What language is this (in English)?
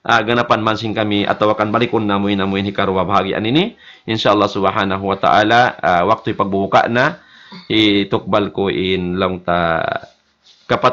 Tausug